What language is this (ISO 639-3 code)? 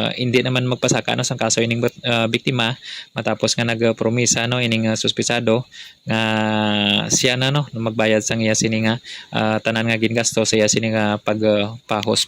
hil